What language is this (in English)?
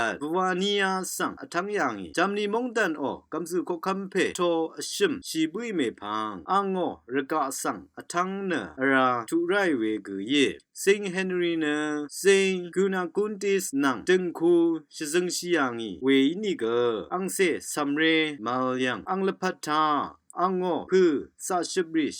Rawang